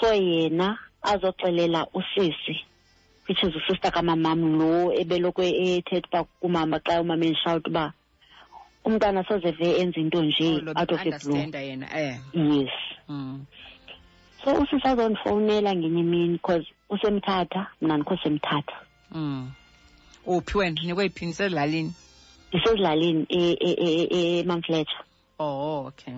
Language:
Xhosa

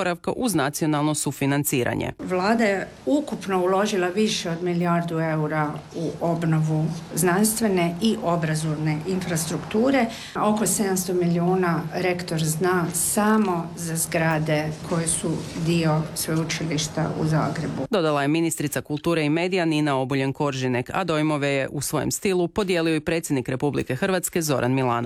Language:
Croatian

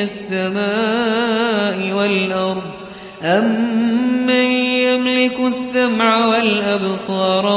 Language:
Arabic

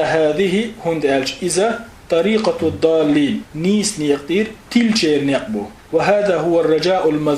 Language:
Chechen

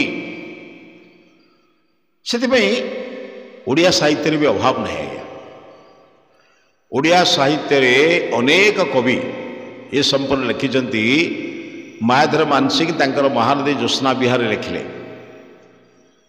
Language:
Odia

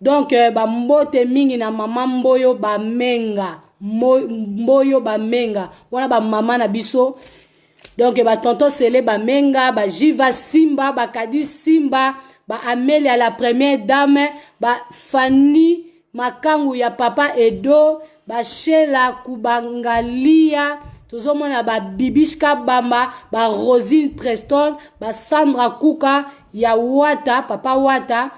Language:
Lingala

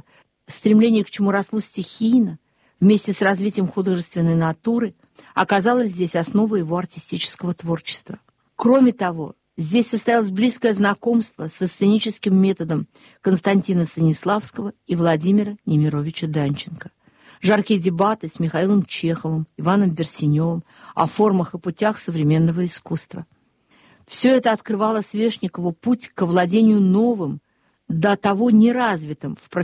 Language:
Russian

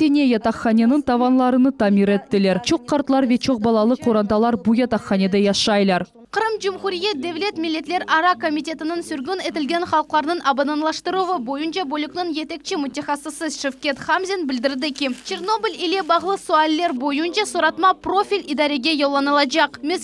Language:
Crimean Tatar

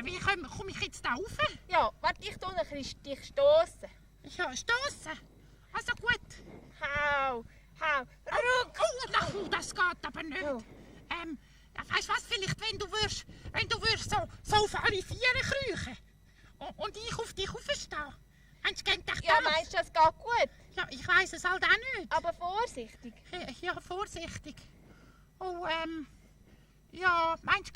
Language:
Swiss German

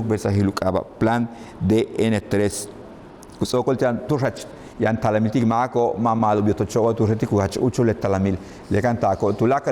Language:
Yucateco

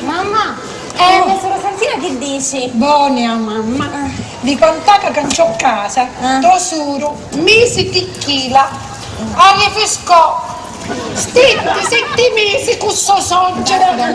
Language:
Sicilian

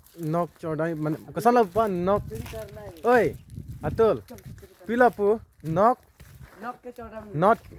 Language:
Karbi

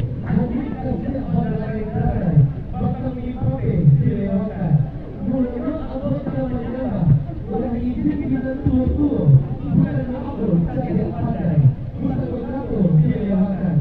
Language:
Minangkabau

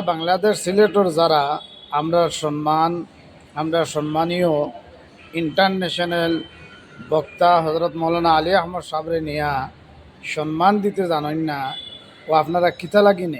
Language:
Sylheti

